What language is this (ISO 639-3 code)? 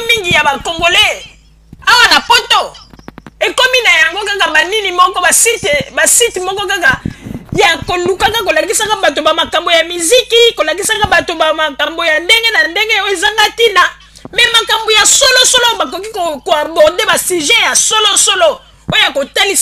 lin